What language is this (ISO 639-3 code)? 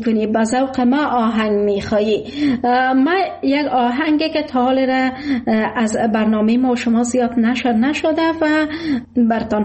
fas